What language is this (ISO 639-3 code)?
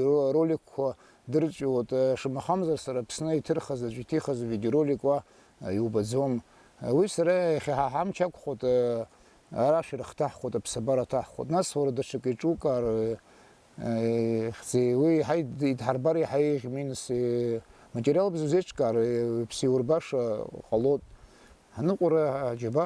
abk